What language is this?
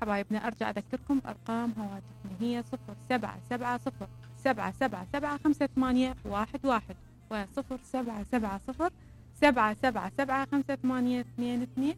Mesopotamian Arabic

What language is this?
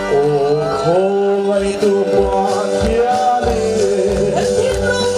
Mizo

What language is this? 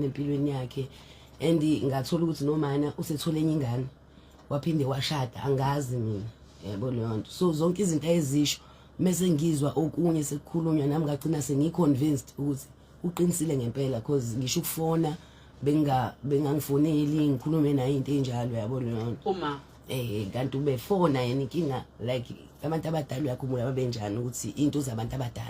Zulu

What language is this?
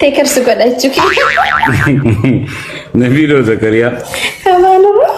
Oromo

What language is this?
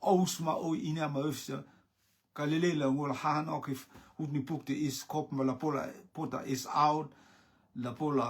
Rotuman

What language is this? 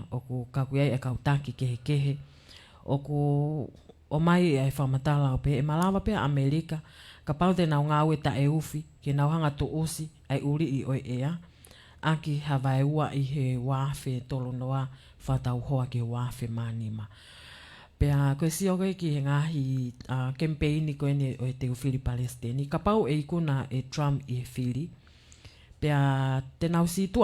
Tongan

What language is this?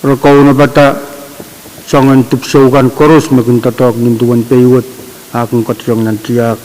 Pohnpeian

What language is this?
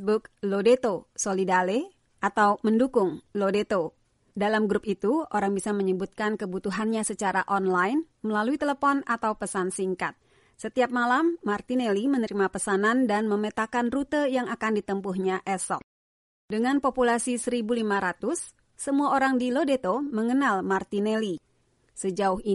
Indonesian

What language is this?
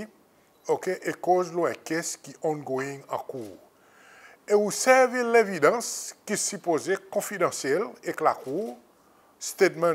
Seselwa Creole French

